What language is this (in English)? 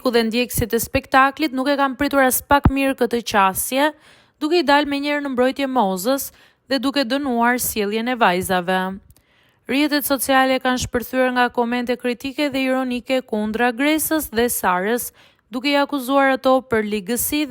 Albanian